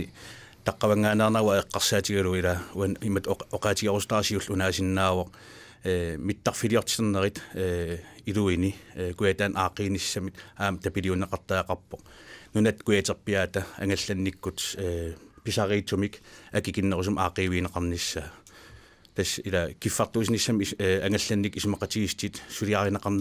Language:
Kalaallisut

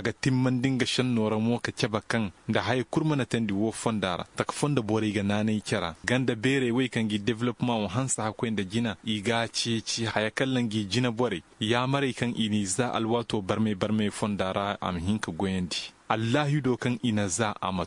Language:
Koyraboro Senni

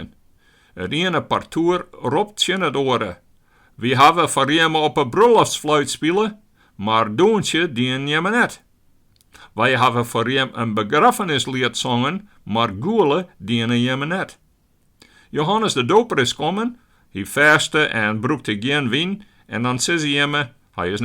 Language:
Western Frisian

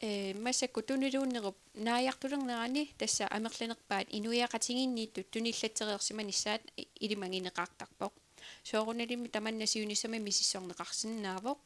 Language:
Kalaallisut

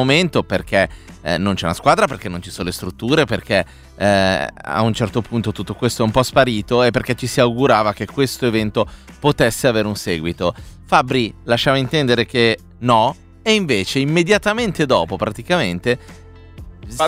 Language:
Italian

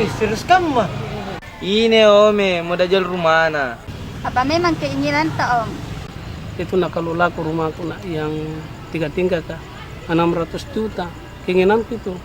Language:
Makassar Malay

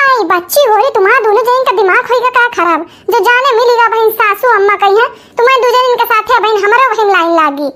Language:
Awadhi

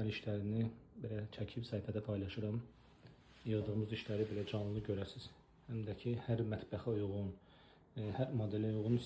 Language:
Azerbaijani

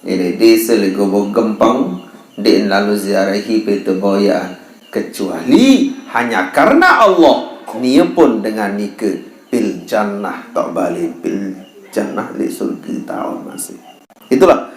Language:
Sasak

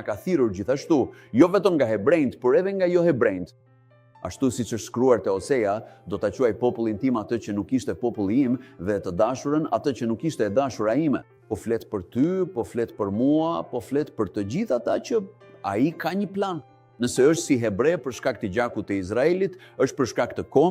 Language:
Albanian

